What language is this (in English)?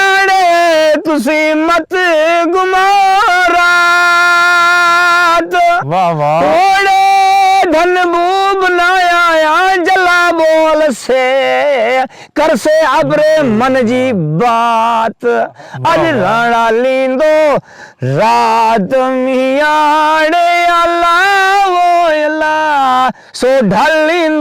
Saraiki